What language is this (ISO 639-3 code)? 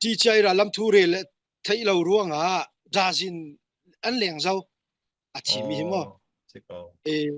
cfm